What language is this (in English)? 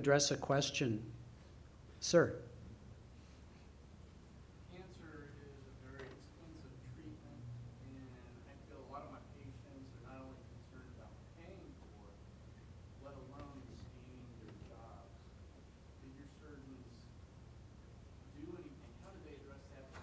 English